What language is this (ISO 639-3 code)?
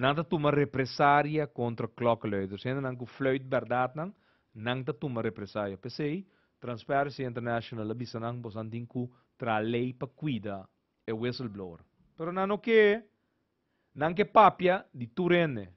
pap